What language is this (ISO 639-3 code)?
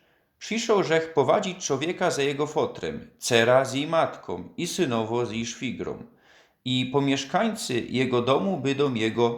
szl